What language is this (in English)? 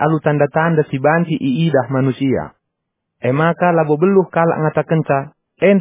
Batak Karo